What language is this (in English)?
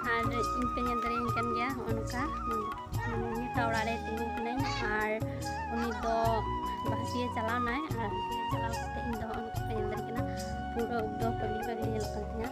Santali